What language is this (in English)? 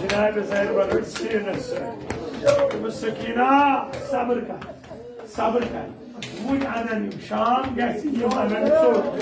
Kashmiri